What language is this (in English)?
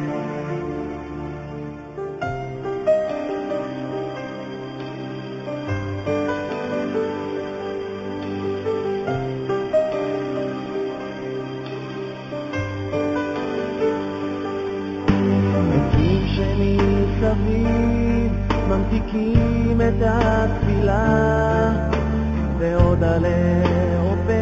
Hebrew